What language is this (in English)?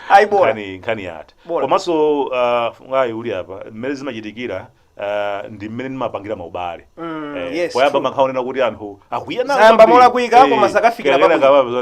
Nyanja